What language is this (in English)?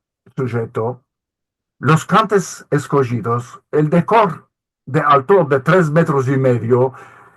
Ladino